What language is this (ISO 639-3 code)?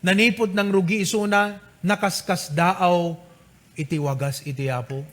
ilo